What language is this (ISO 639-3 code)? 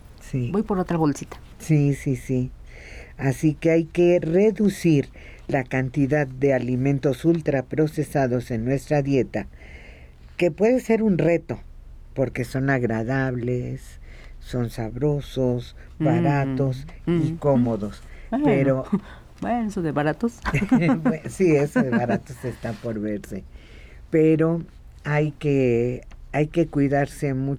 spa